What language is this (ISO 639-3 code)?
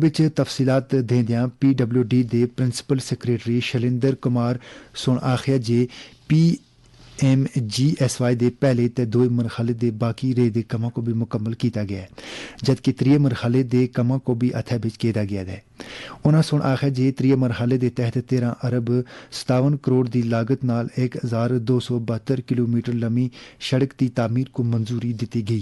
gju